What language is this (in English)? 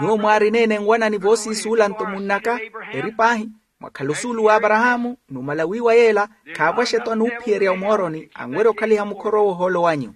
Makhuwa